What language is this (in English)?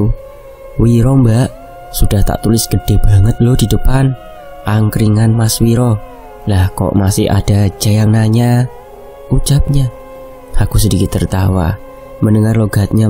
Indonesian